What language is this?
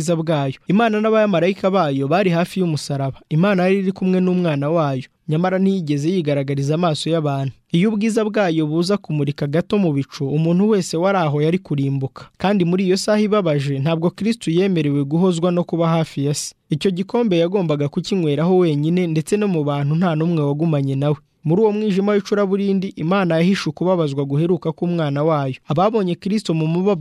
Kinyarwanda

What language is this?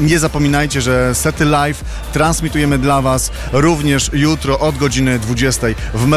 Polish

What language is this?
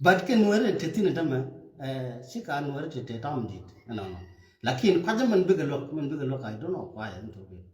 Nuer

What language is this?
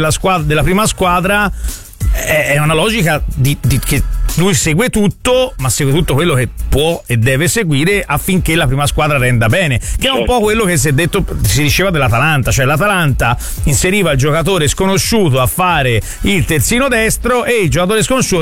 Italian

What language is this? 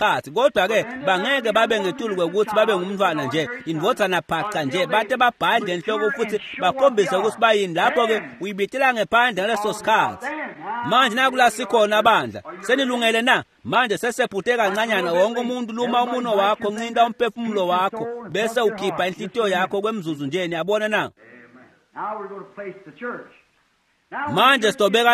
Swati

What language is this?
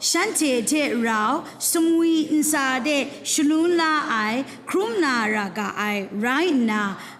Kachin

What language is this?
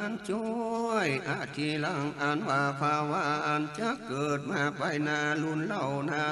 Northern Thai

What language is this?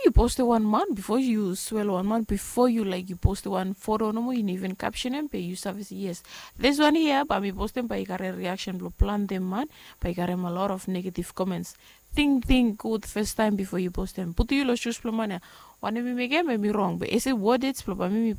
Bislama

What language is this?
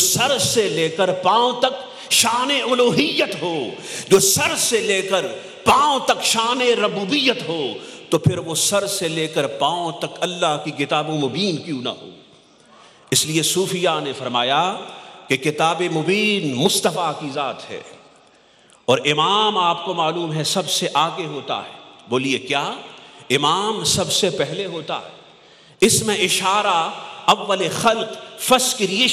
Urdu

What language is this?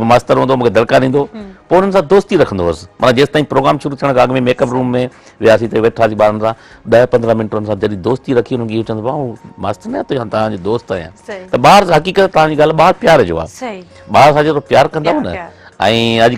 Sindhi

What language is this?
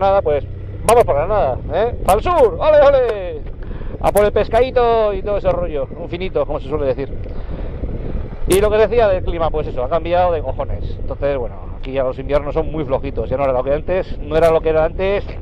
Spanish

